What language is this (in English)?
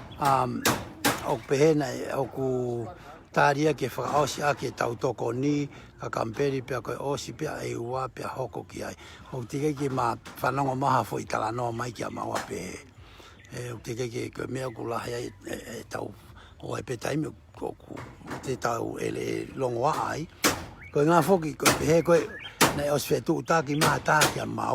Tongan